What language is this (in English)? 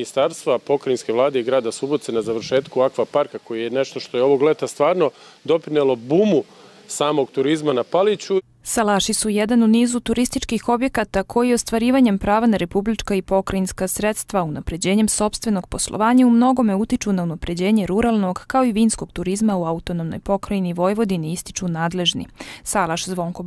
Serbian